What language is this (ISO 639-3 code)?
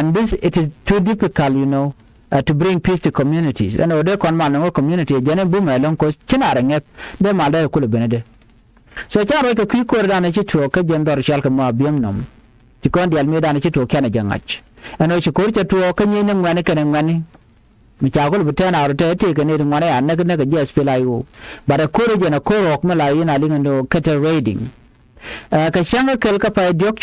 nus